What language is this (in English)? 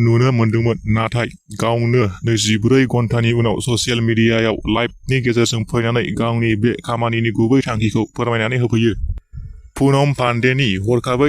Bodo